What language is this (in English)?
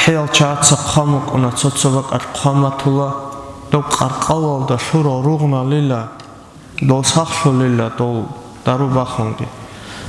Avaric